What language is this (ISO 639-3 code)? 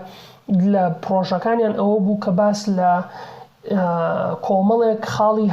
ckb